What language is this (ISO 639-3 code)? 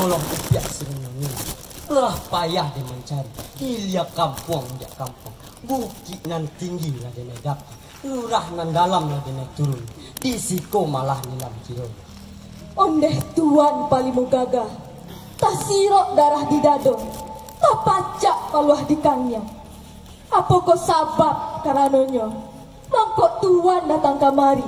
min